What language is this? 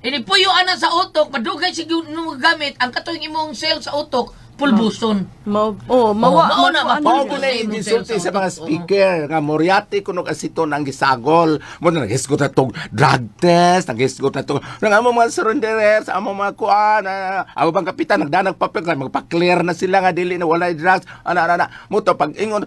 Cebuano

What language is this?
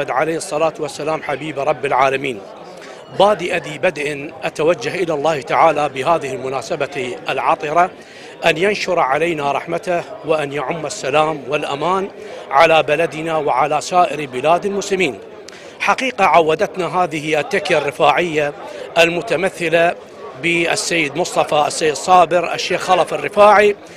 Mesopotamian Arabic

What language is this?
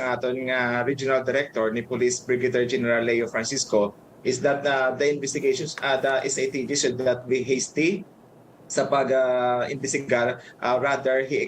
Hiligaynon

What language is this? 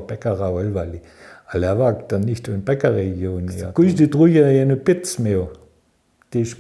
Upper Sorbian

